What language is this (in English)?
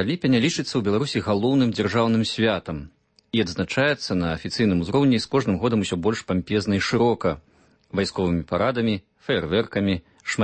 Belarusian